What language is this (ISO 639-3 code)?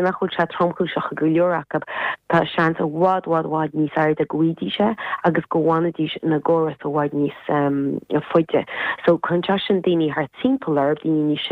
gle